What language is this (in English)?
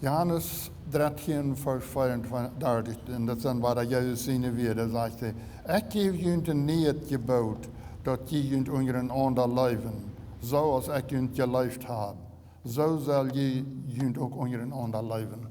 Plautdietsch